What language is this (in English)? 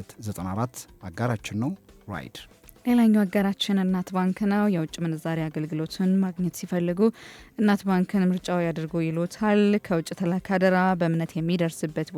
Amharic